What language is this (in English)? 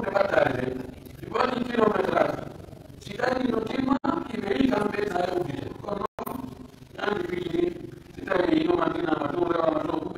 Pular